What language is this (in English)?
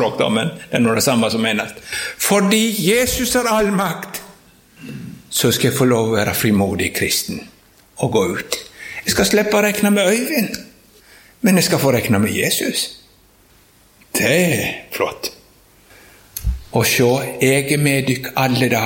Norwegian